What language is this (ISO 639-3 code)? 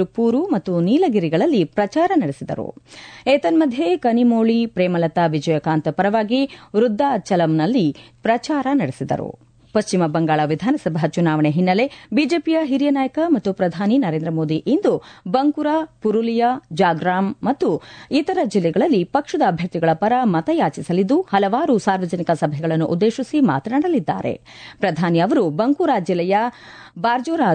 kan